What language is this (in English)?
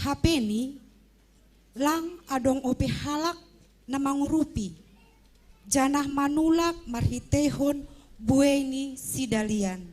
Batak Simalungun